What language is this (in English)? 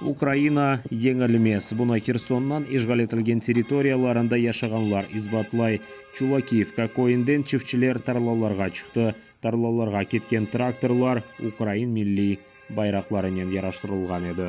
Crimean Tatar